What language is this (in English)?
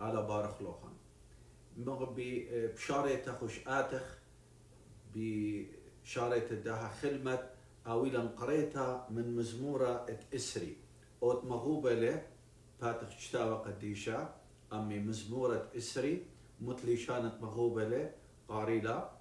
Assyrian Neo-Aramaic